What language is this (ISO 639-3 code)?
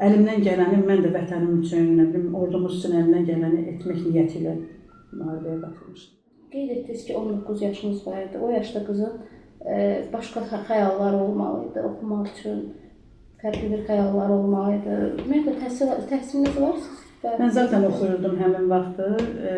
aze